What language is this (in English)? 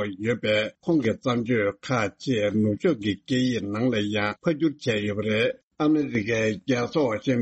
Tibetan